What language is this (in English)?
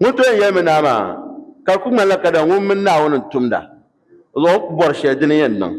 Dagbani